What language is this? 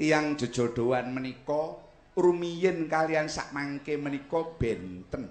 Javanese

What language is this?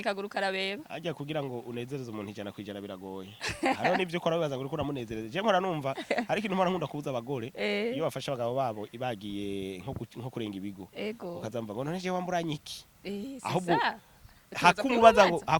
Rundi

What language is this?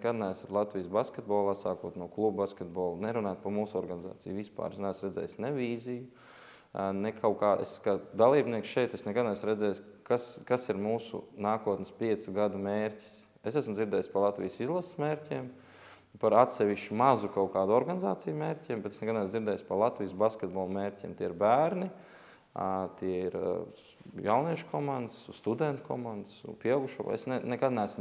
Latvian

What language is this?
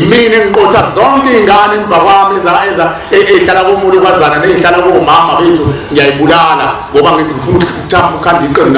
Zulu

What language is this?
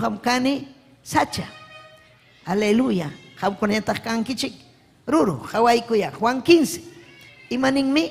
Ayacucho Quechua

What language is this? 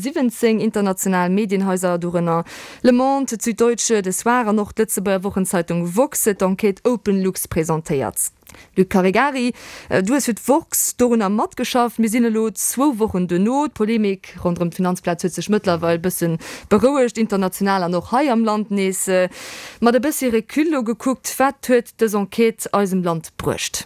Luxembourgish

